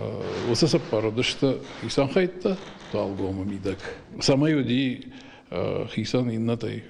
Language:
Ossetic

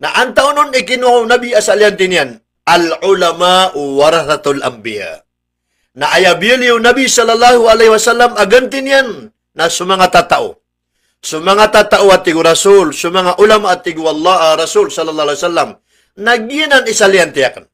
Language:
Maranao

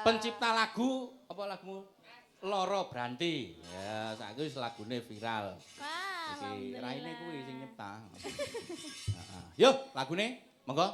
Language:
Javanese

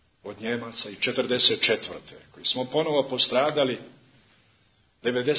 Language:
Serbian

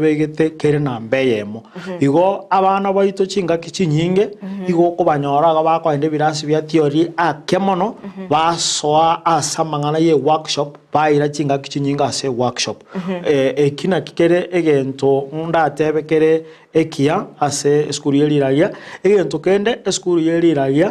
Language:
Gusii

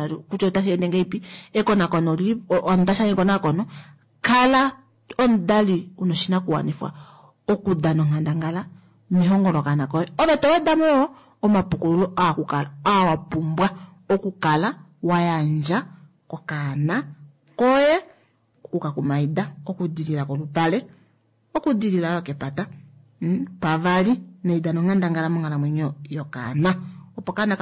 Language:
Kuanyama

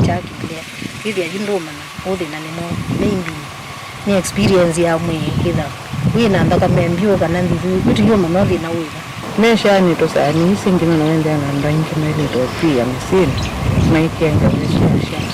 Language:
Kamba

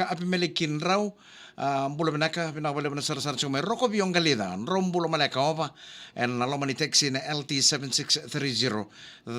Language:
Fijian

